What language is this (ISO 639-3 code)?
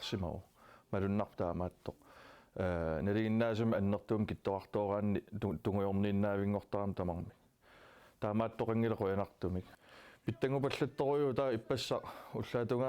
kal